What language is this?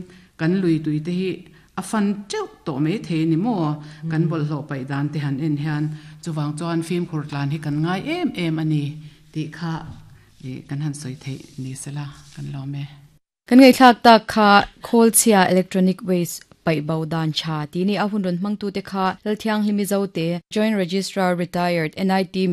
Mizo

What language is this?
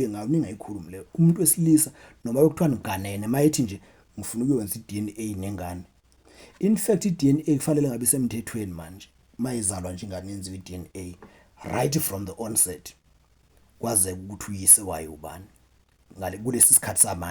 Zulu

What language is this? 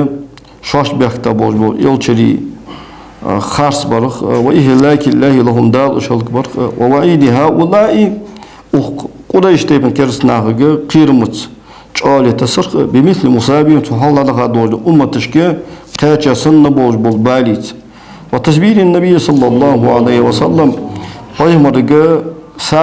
Ingush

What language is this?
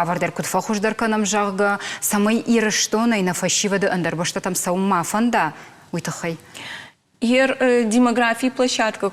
Ossetic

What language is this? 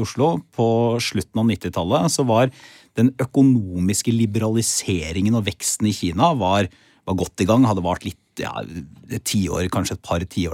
Norwegian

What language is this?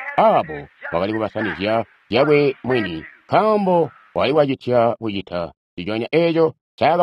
Tonga (Zambia)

